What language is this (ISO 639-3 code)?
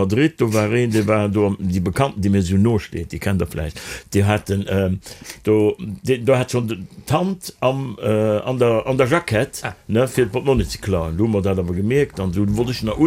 ltz